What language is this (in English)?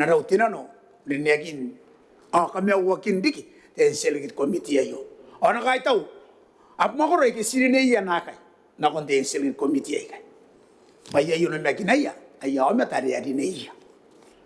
Gilbertese